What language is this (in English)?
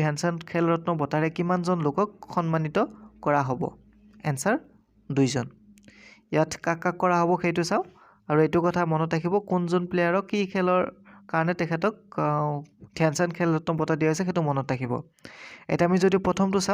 Assamese